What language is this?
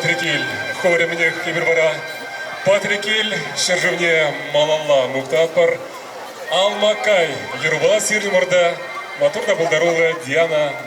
Chuvash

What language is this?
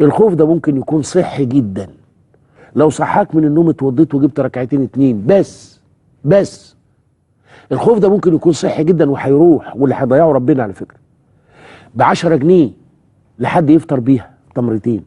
Egyptian Arabic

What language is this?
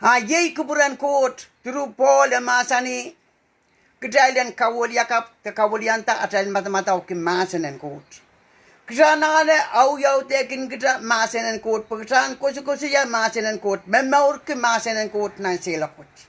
Pohnpeian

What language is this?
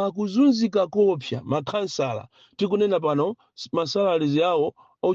Nyanja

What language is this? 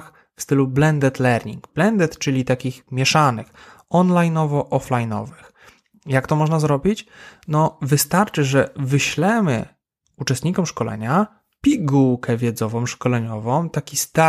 Polish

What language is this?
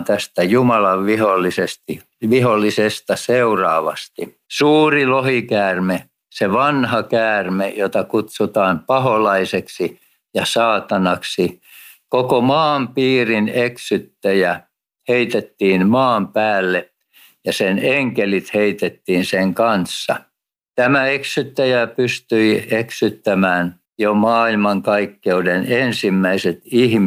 Finnish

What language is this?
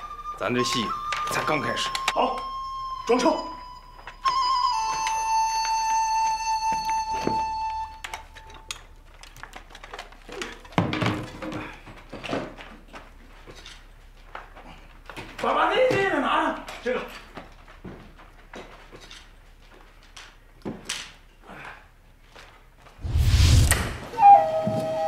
Chinese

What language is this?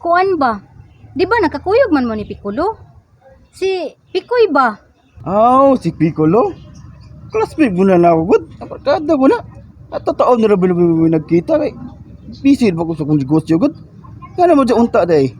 Cebuano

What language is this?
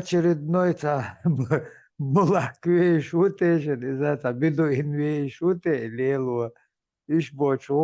Chechen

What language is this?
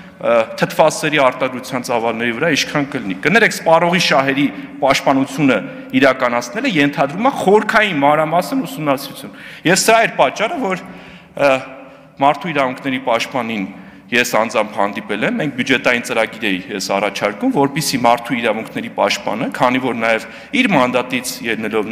Armenian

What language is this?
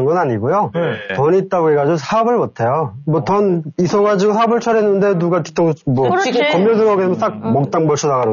Korean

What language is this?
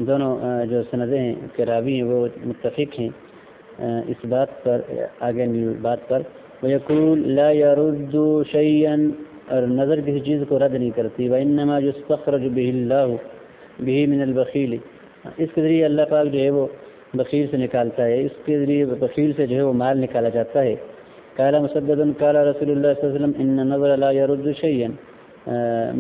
Urdu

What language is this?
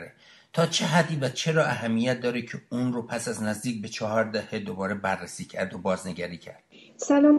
Persian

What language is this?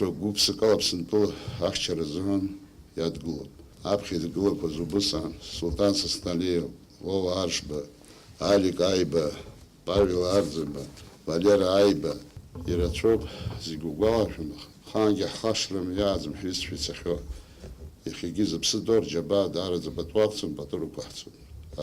Abkhazian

